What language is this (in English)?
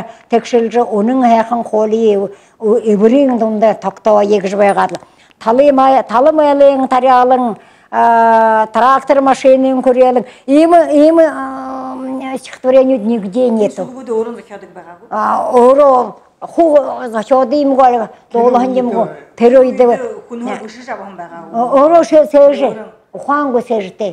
Buriat